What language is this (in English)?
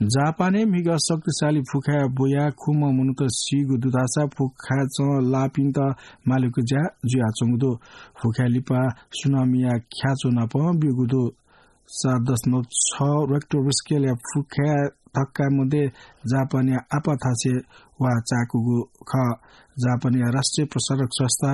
Newari